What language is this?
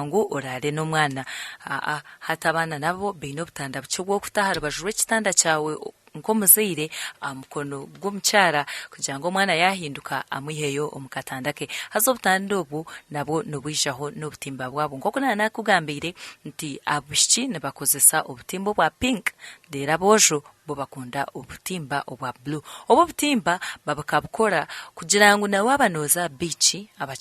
Nyankole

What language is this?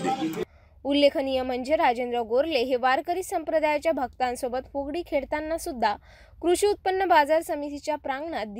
Marathi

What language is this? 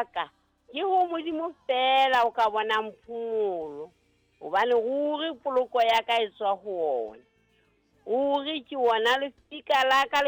Southern Sotho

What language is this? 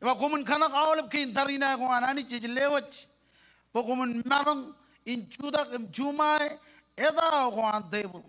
Marshallese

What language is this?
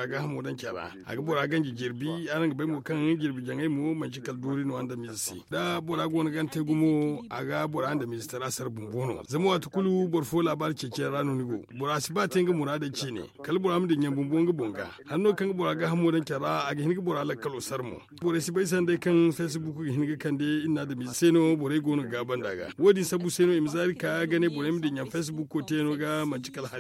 Zarma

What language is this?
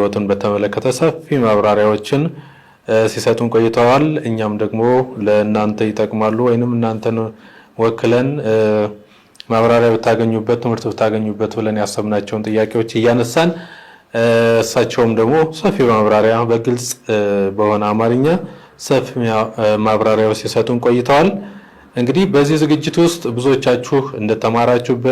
Amharic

